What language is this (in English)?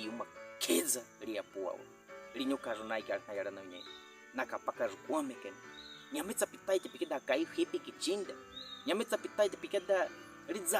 Baniwa